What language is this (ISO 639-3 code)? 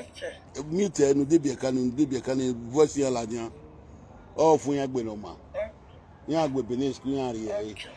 pcm